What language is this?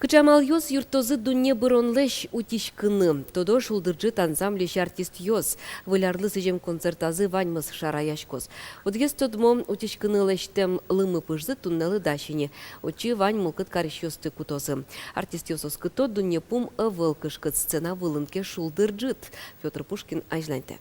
Udmurt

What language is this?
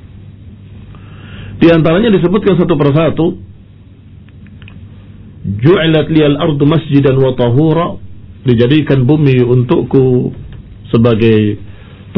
Indonesian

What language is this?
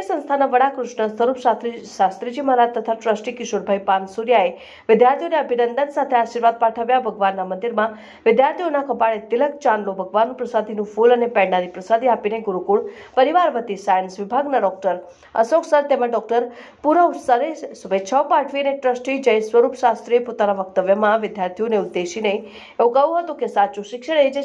Gujarati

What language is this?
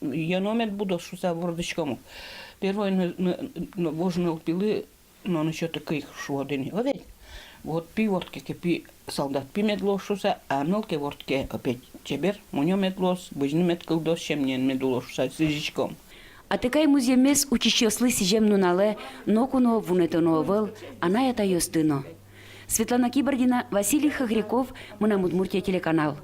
Udmurt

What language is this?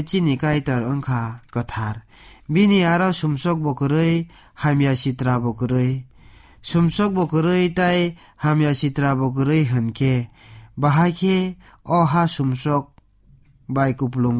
Kok Borok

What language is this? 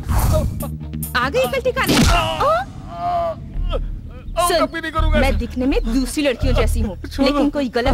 Hindi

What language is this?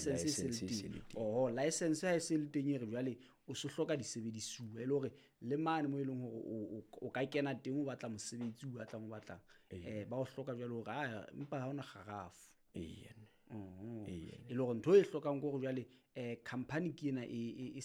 Southern Sotho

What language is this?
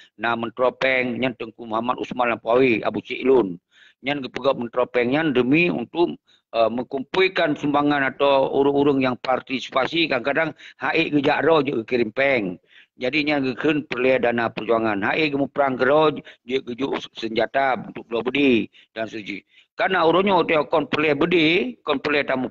Achinese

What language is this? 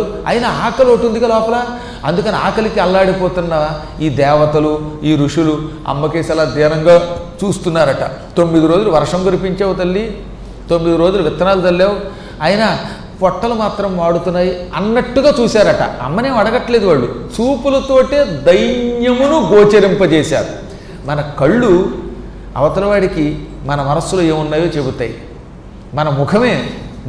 Telugu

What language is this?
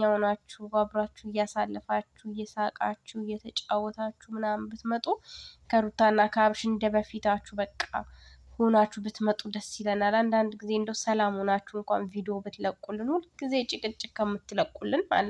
Amharic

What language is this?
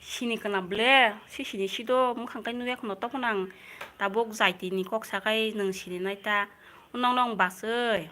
Kok Borok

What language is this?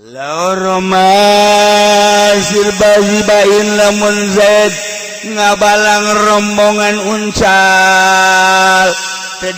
Sundanese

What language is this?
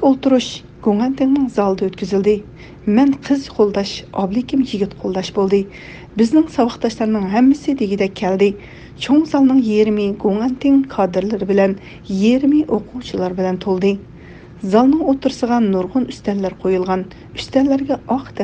Uyghur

